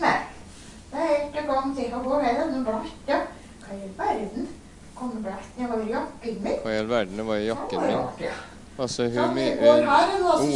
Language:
Norwegian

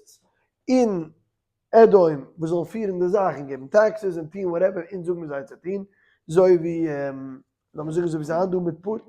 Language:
Yiddish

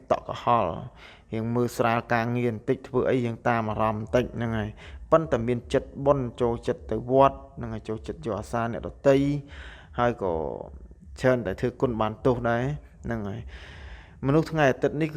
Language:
Khmer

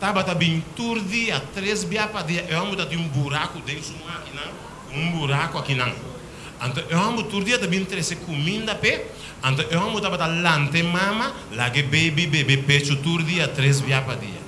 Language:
Papiamento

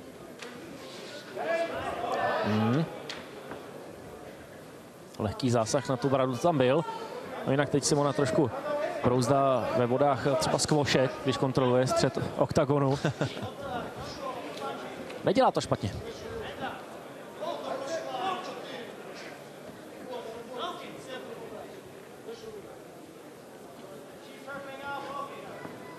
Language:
Czech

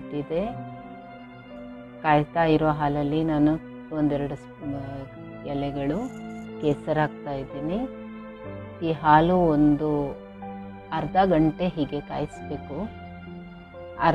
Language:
Kannada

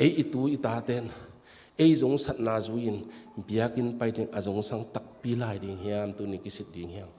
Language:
Tedim Chin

